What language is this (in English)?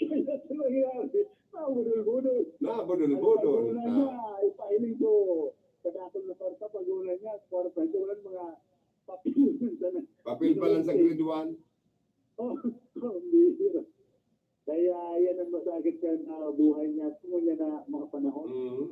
Bikol